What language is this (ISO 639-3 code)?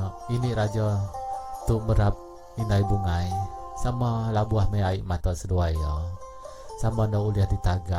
iba